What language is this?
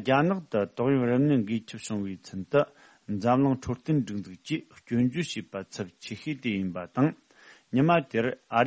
Tibetan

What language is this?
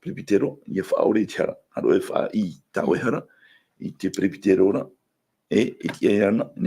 Tahitian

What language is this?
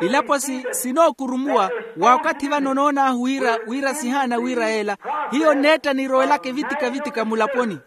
Makhuwa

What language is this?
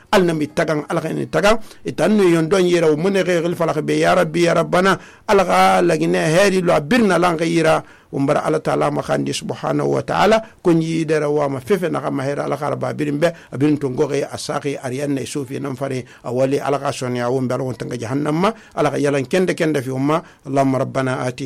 Susu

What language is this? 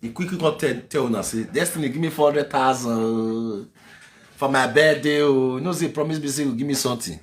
Nigerian Pidgin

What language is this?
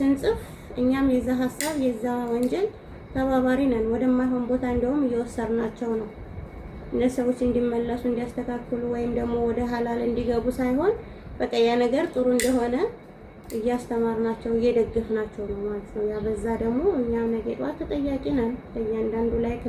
Amharic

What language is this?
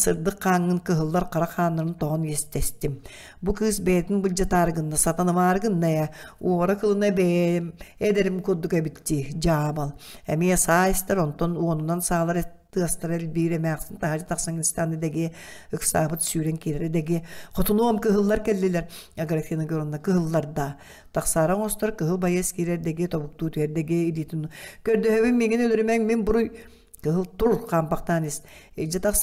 Yakut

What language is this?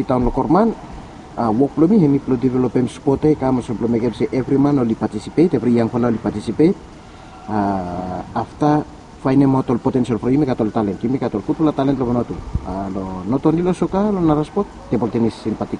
Bislama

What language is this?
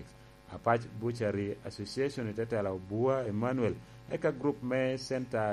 Lango (Uganda)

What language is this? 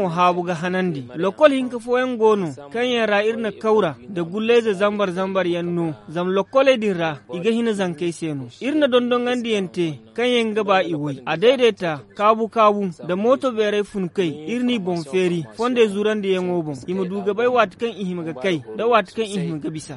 Zarma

